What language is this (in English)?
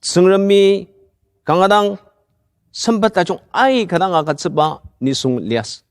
Ao Naga